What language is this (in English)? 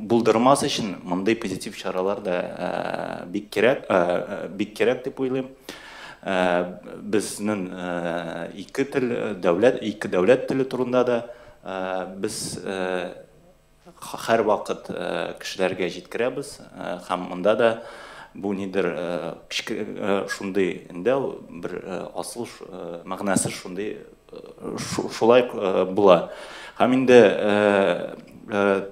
Tatar